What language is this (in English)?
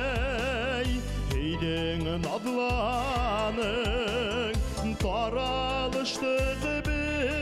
Bashkir